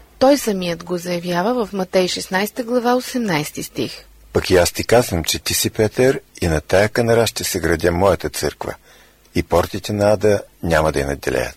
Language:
Bulgarian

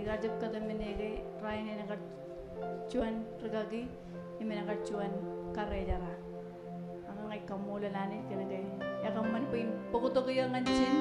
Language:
Marshallese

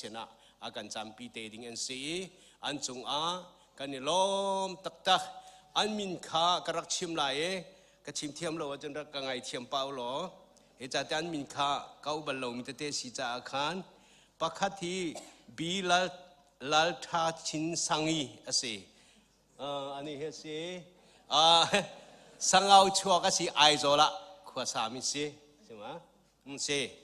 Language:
Hakha Chin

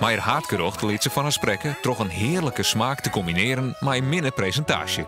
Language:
Western Frisian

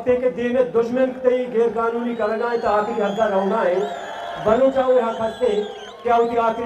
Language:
Eastern Balochi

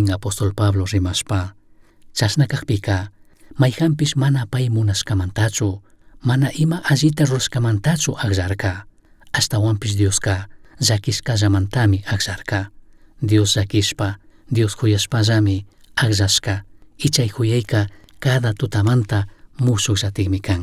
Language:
Chimborazo Highland Quichua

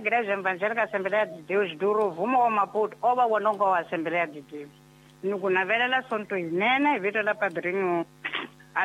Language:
Tsonga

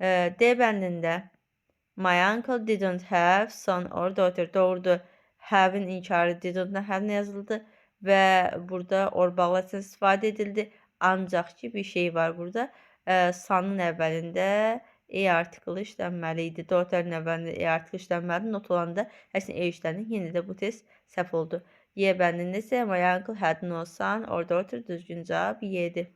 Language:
Azerbaijani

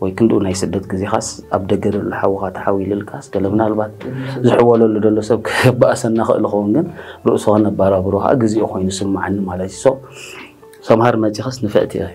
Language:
Tigrinya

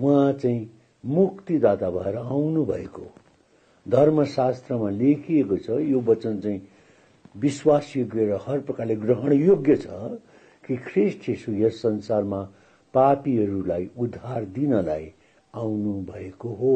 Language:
Nepali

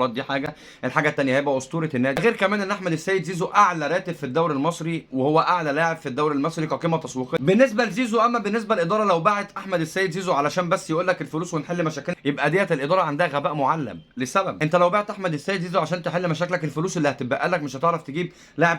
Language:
Egyptian Arabic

